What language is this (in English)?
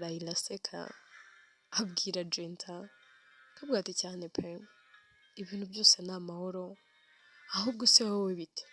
Kinyarwanda